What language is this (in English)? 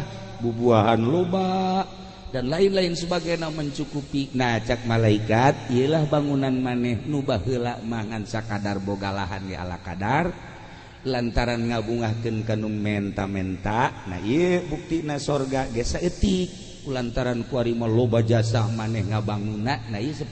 Sundanese